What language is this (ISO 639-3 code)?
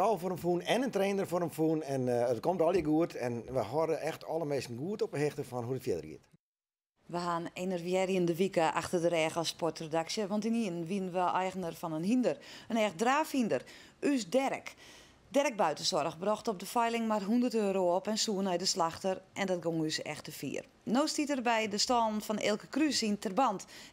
fry